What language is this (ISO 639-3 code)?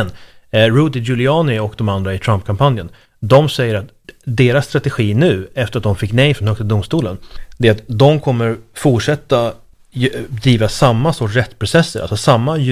swe